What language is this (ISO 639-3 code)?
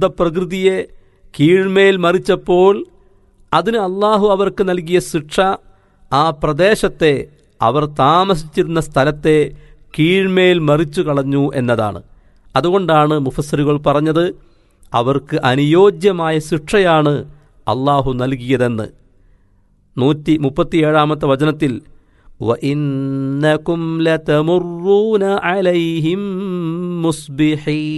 mal